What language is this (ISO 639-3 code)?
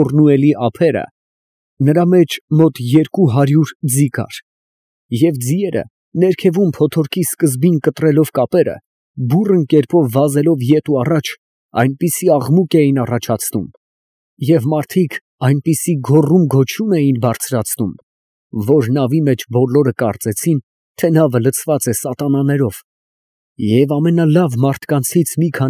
hye